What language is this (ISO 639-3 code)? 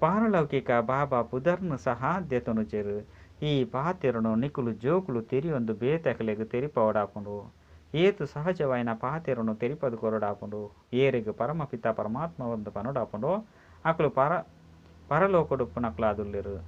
tcy